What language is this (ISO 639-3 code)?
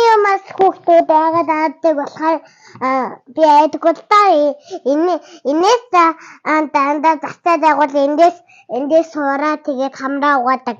mon